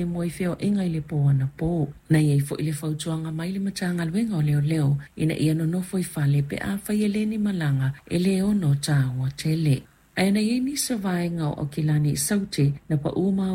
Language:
Samoan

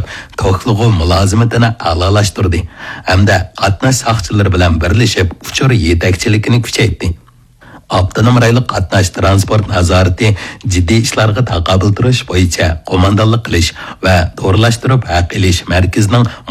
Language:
Uyghur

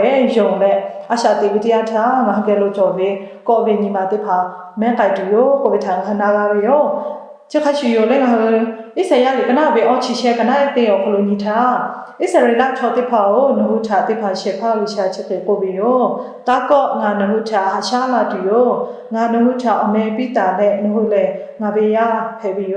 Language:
Lahu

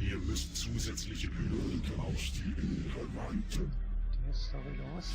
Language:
Swiss German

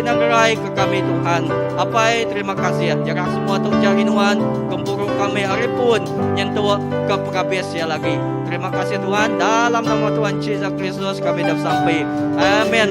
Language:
Iban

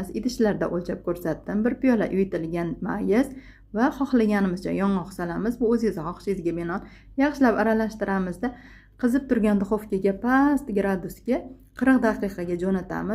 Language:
Uzbek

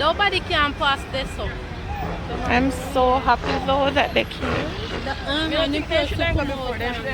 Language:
Jamaican Creole English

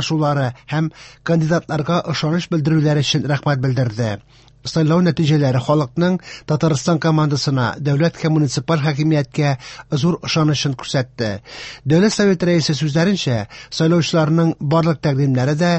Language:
Tatar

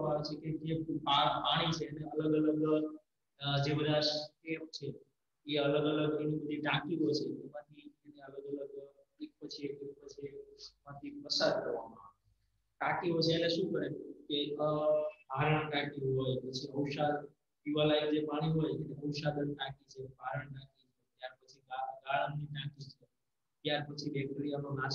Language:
Gujarati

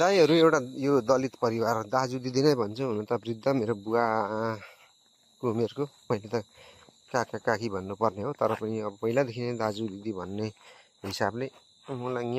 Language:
Nepali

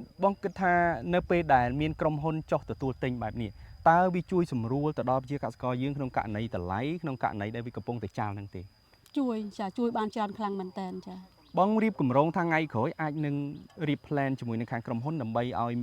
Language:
Khmer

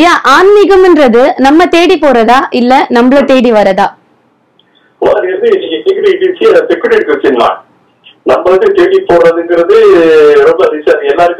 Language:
Tamil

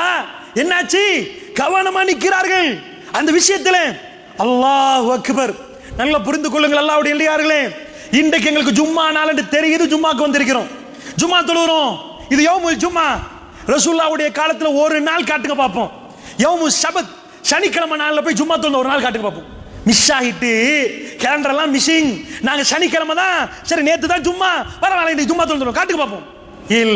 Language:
Tamil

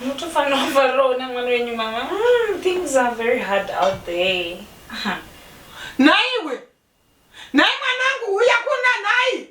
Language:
Shona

